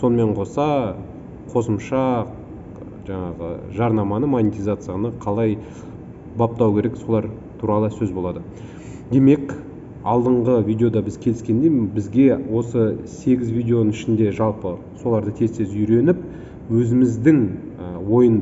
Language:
Kazakh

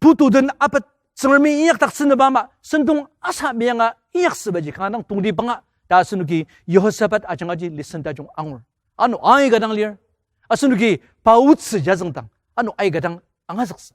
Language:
Ao Naga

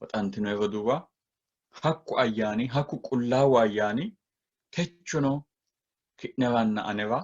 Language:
Sidamo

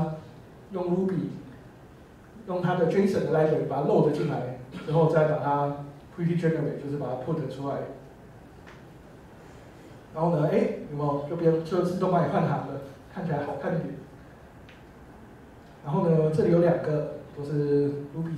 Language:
Chinese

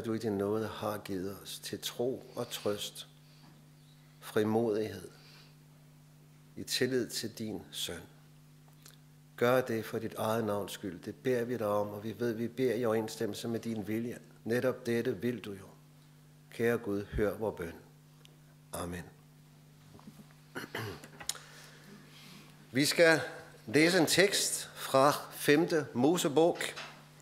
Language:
Danish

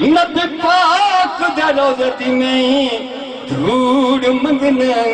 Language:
Saraiki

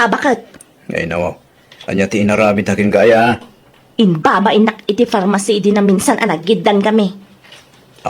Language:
Iloko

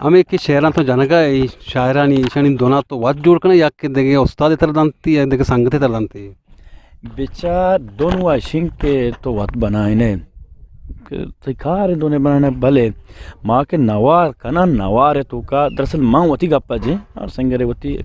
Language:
Eastern Balochi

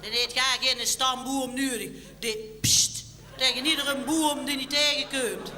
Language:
Limburgish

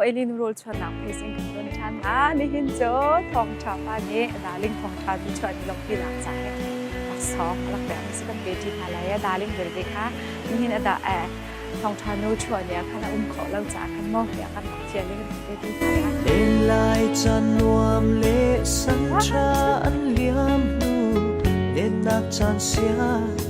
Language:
Hakha Chin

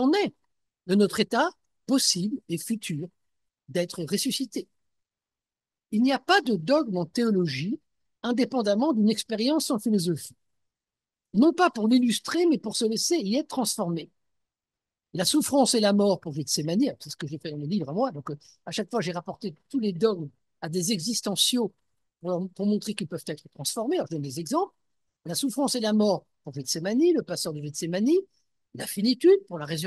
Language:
French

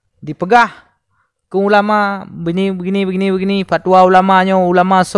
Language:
Achinese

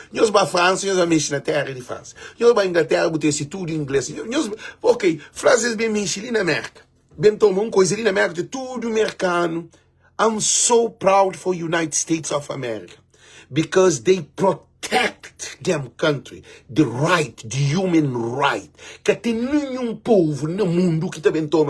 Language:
Kabuverdianu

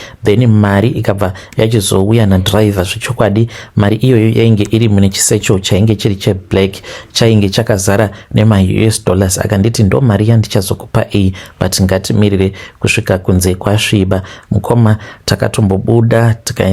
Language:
Shona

